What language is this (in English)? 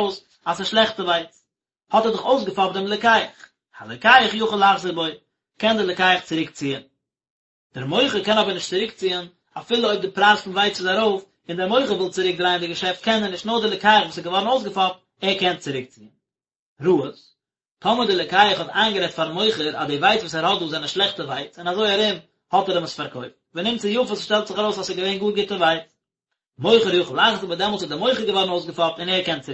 Yiddish